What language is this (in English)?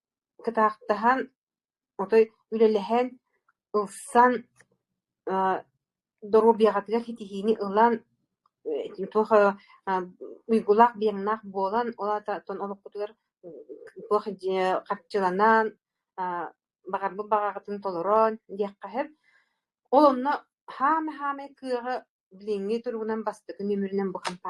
Yakut